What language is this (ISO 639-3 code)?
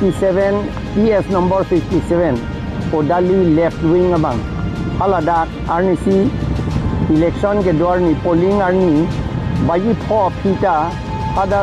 mjw